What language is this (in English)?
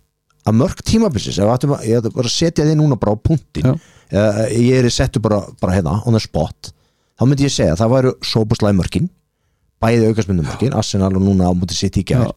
Icelandic